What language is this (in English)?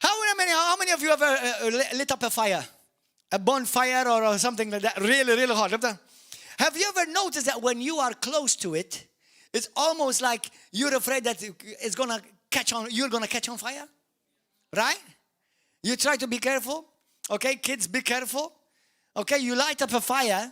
English